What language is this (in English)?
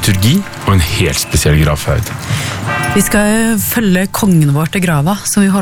Norwegian